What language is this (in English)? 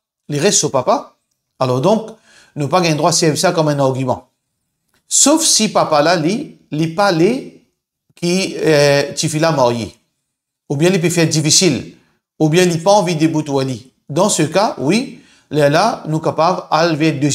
Morisyen